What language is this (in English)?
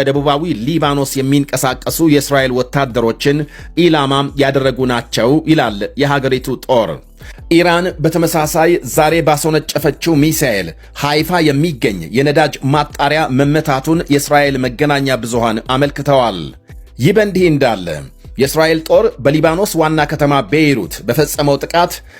Amharic